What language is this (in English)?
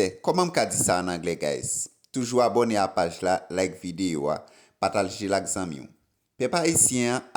Haitian Creole